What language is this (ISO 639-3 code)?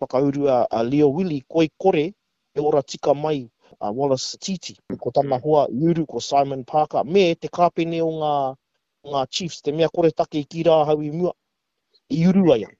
mri